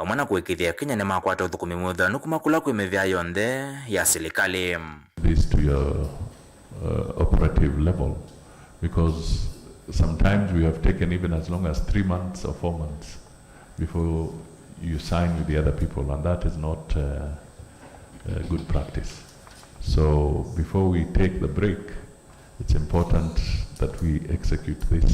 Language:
Kamba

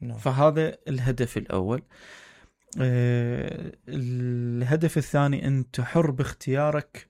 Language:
Mesopotamian Arabic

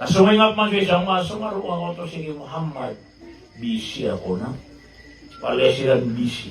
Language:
Maranao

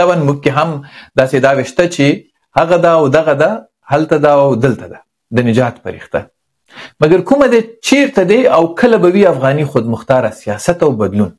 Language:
Pashto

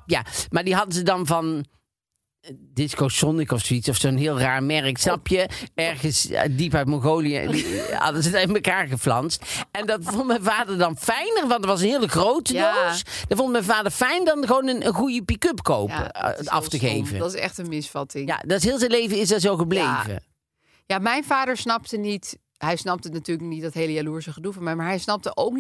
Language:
Dutch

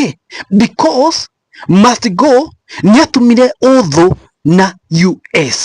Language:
Kikuyu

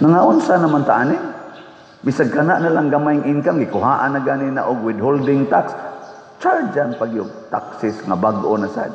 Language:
Cebuano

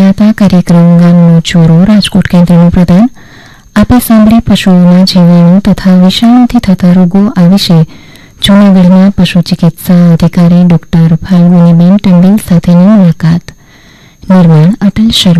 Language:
Gujarati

